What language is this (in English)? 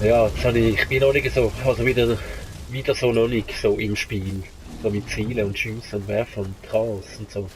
Swiss German